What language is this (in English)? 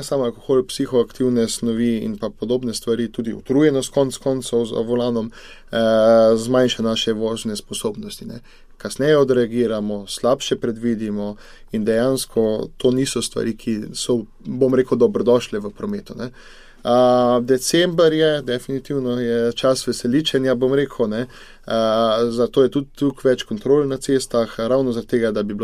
Slovenian